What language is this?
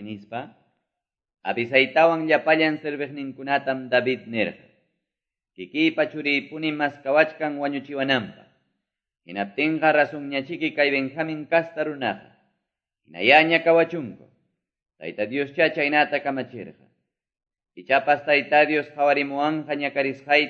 Quechua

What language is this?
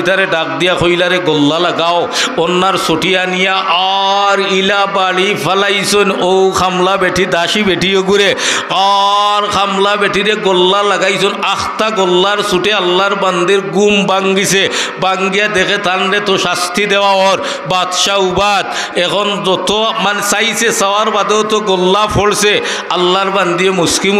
Sylheti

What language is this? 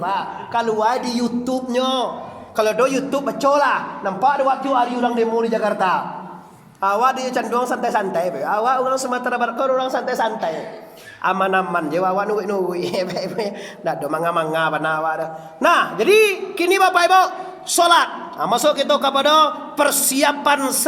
Minangkabau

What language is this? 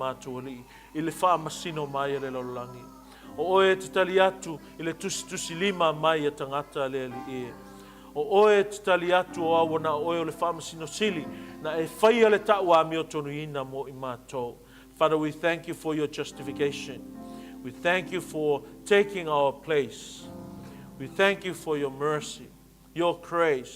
Samoan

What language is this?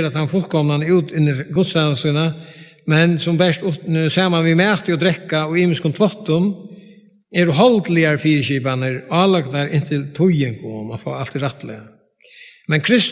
Faroese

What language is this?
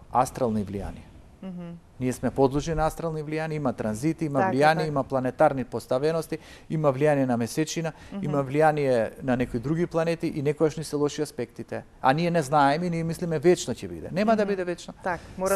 Macedonian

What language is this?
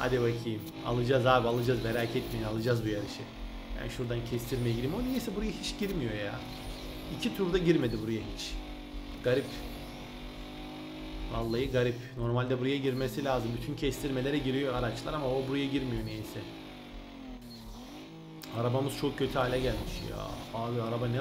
Turkish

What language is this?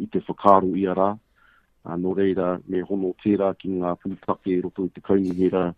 Māori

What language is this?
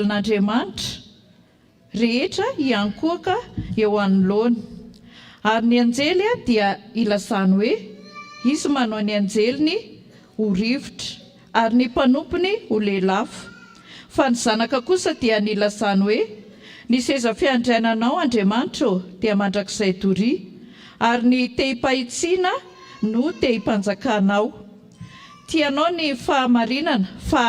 Malagasy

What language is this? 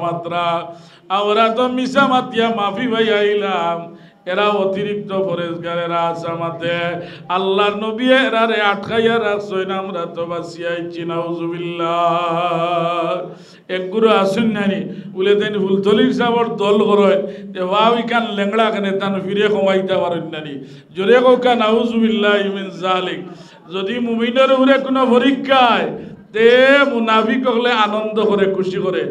Sylheti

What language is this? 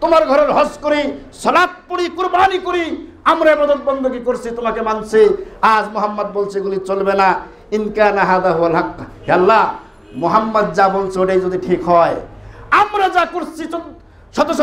Bangla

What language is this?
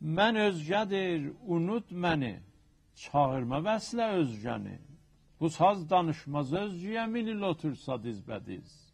South Azerbaijani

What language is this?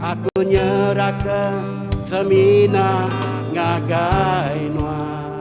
Iban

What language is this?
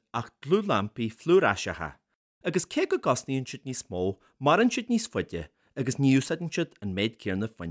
Irish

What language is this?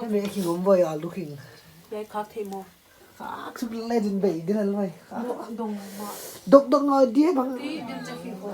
Paite Chin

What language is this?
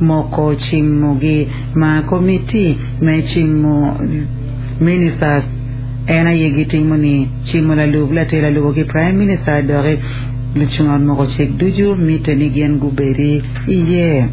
Acoli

